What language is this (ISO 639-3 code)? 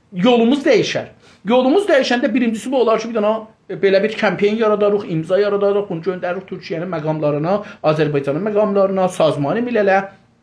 azb